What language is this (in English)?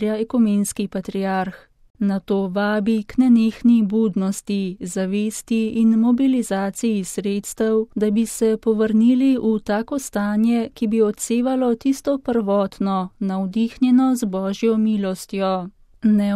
Slovenian